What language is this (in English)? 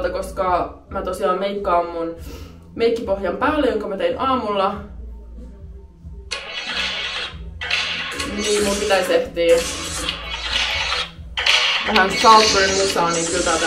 Finnish